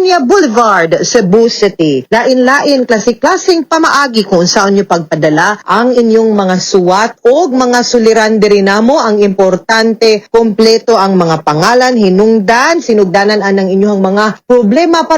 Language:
Cebuano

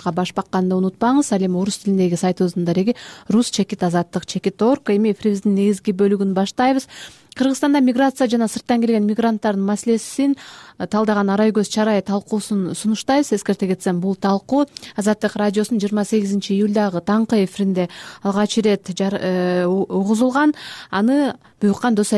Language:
Kyrgyz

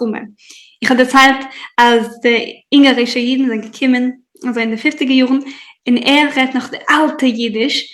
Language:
Yiddish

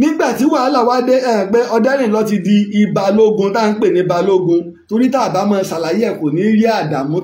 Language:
Yoruba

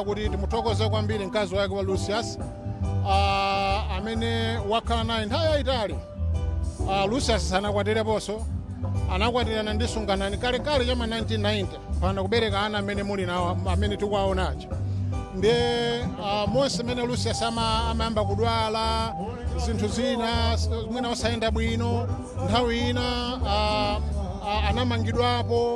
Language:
Nyanja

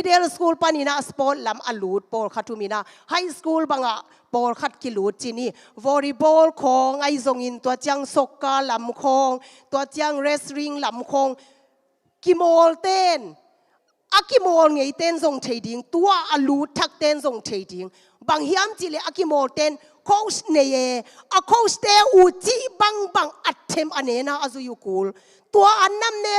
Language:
Tedim Chin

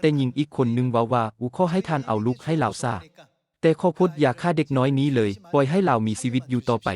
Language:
Lao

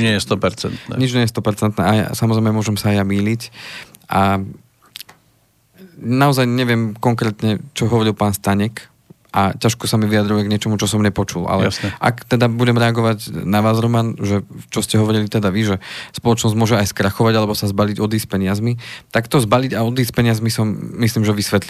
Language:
Slovak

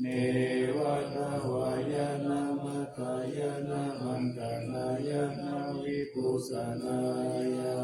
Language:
Pali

